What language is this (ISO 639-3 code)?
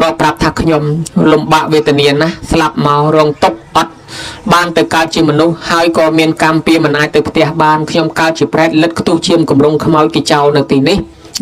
khm